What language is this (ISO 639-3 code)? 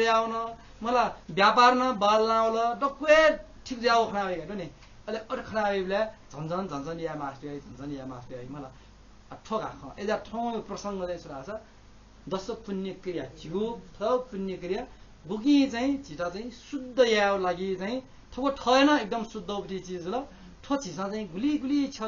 new